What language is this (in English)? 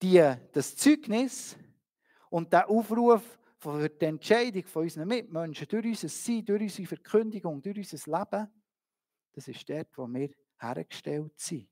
Swiss German